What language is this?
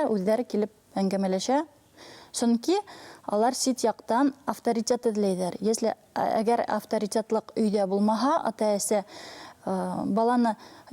Bashkir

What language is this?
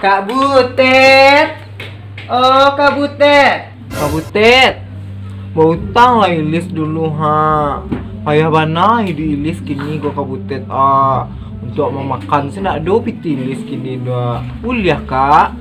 Minangkabau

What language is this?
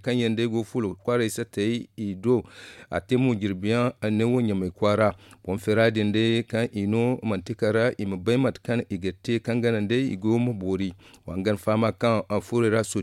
Zarma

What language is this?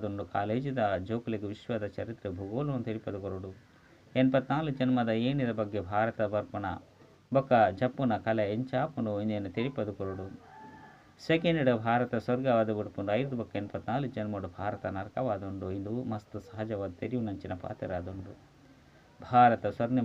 Tulu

